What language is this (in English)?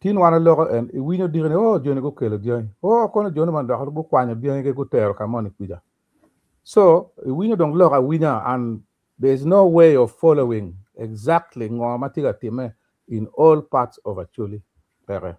Acoli